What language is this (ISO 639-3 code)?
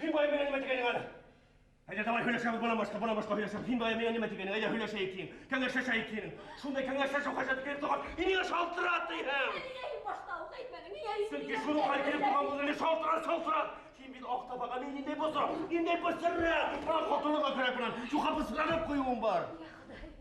bak